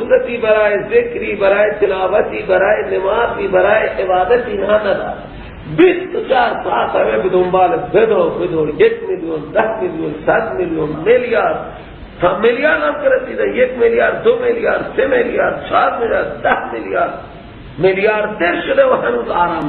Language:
Persian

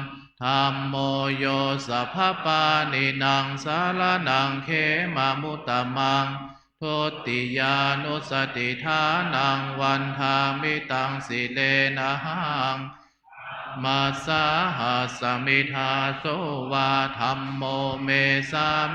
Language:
Pali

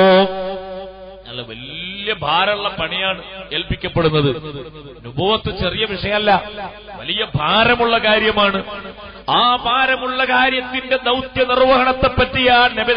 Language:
Malayalam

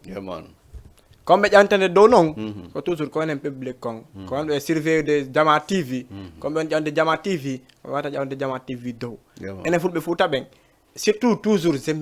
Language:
Fula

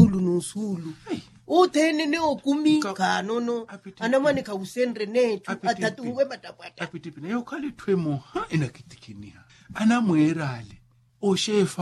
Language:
Makhuwa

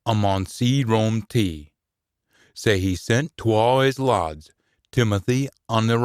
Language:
Scots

